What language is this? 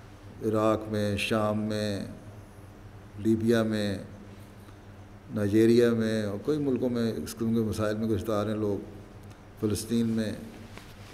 Urdu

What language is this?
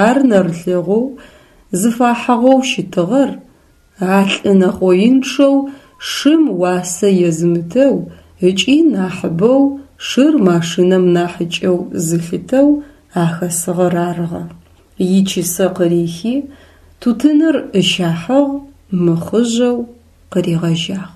Adyghe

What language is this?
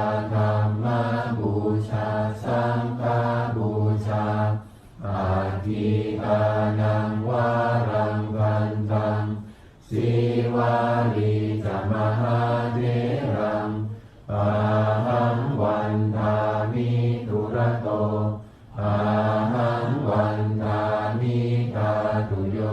Pali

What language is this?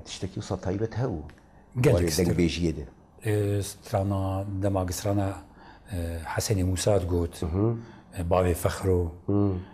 Kurdish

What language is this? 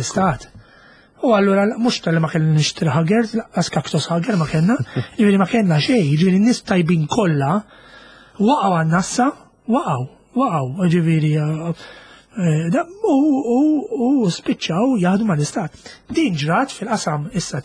Maltese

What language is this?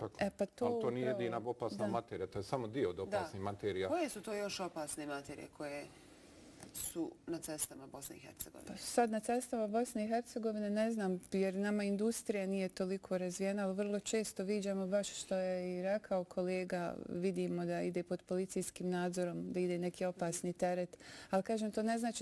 Bosnian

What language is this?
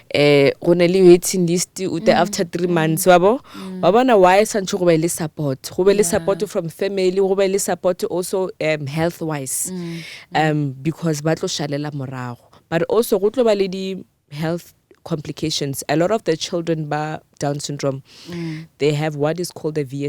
Northern Sotho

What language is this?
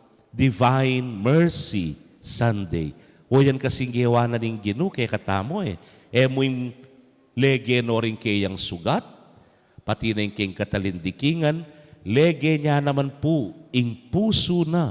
Pampanga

